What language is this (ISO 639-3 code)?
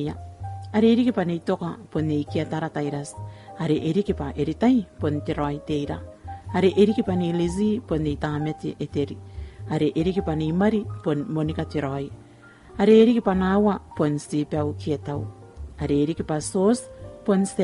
gil